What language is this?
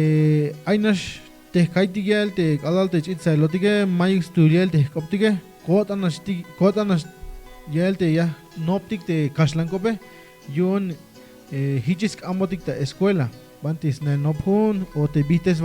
Tzeltal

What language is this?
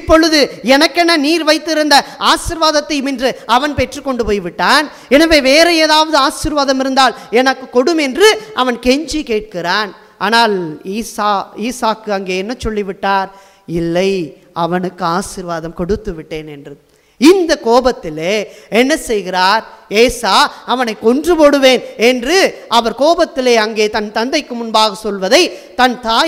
Tamil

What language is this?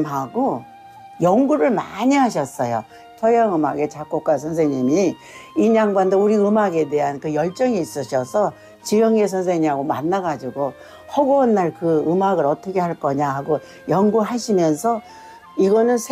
Korean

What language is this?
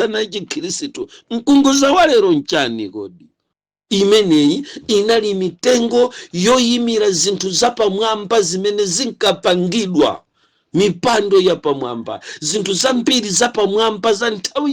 Nyanja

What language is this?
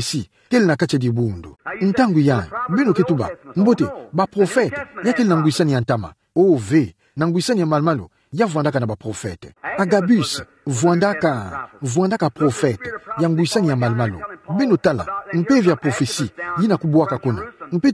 Kituba (Democratic Republic of Congo)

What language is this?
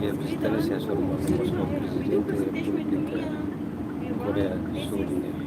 Tetum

